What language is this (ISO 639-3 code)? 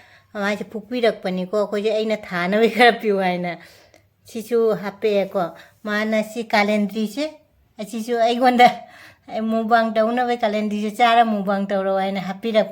mni